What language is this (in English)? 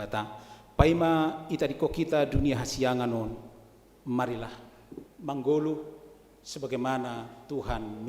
Batak Simalungun